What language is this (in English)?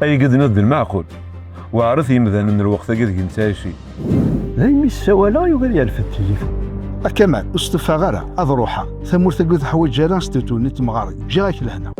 Kabyle